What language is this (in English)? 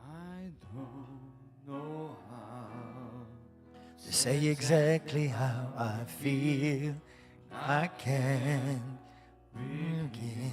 English